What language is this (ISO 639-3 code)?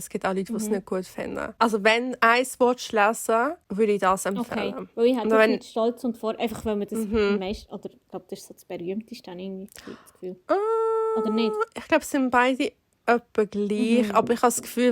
gsw